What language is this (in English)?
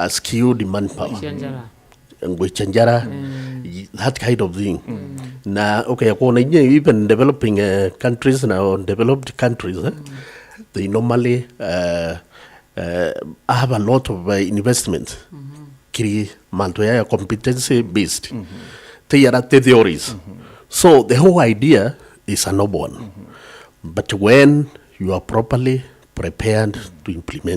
Meru